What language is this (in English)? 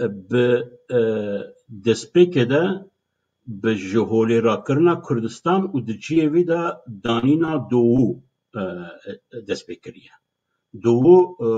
Kurdish